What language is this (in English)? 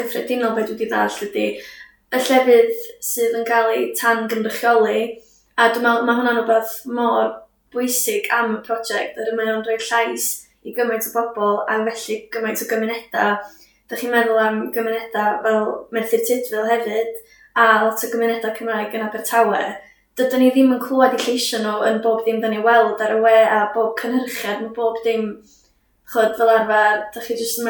Welsh